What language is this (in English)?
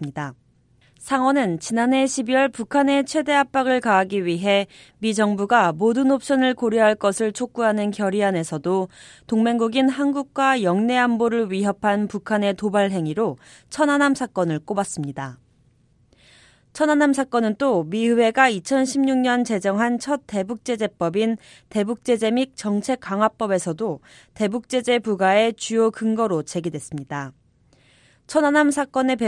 Korean